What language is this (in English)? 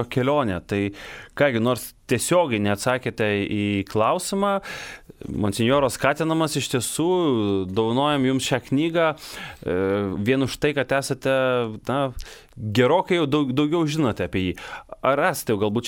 Lithuanian